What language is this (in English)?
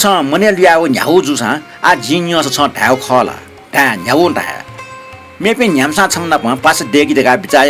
Newari